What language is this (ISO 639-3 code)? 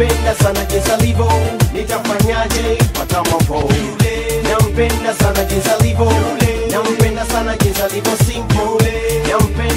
swa